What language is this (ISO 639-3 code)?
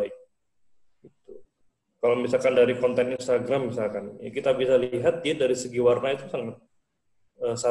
ind